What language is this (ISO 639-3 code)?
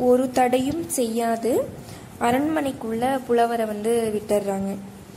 tam